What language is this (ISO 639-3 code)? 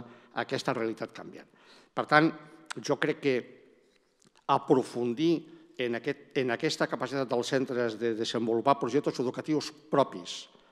cat